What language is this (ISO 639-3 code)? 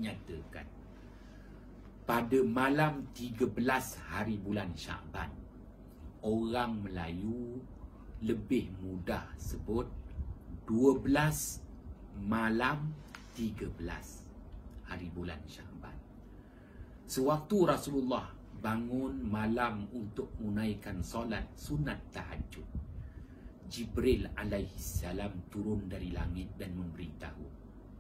msa